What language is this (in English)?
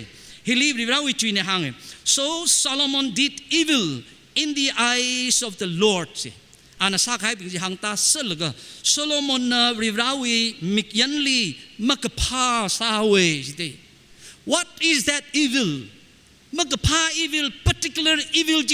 Tangkhul Naga (India)